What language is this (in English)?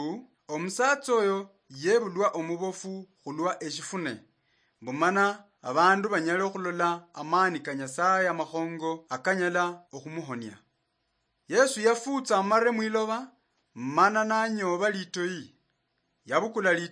Luyia